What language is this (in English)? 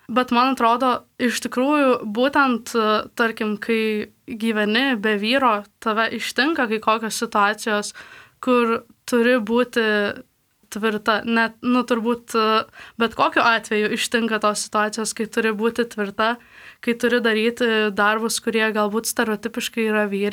Lithuanian